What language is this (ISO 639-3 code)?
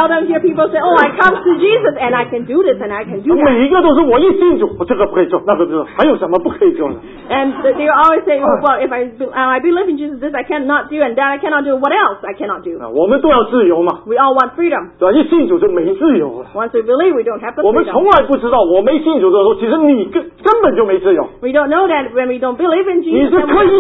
zho